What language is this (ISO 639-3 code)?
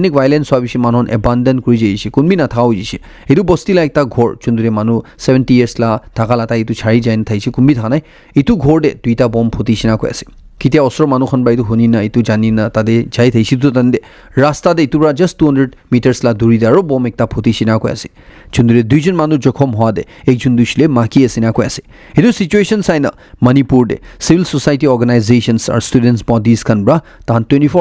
nag